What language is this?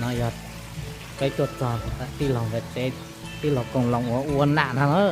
Hmong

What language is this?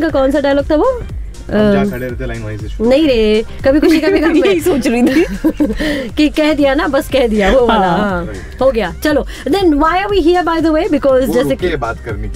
Hindi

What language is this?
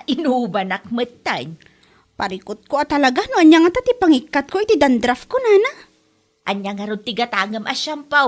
Iloko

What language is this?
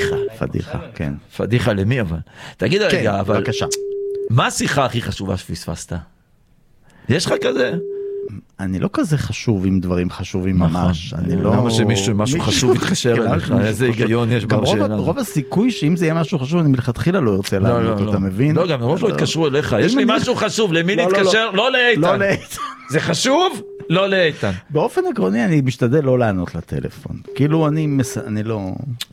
Hebrew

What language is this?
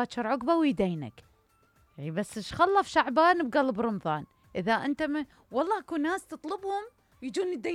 Mesopotamian Arabic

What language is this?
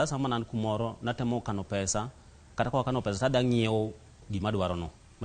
Luo (Kenya and Tanzania)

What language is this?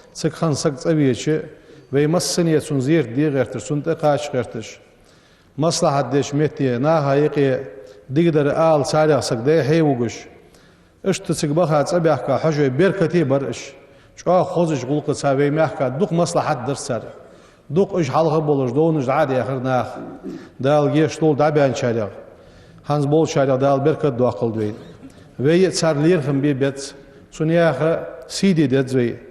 Ingush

